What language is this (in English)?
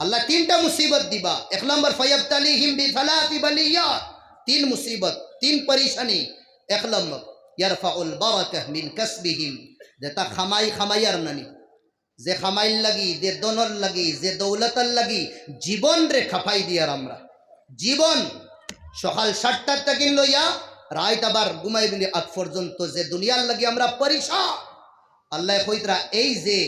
Sylheti